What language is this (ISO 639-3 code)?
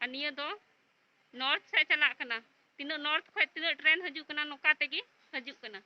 sat